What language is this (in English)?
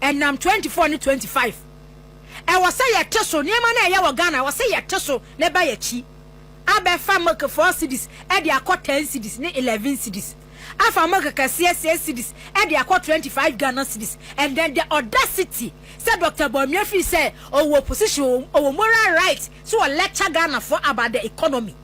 Akan